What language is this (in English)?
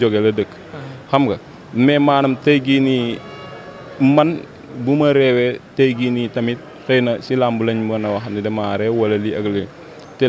Wolof